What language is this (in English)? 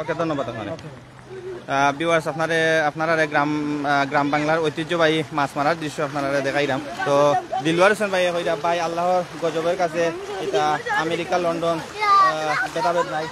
Sylheti